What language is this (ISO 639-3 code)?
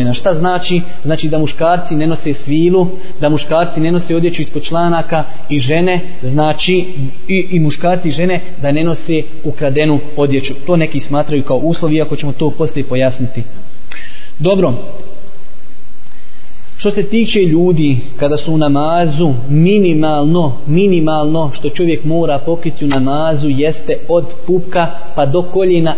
bos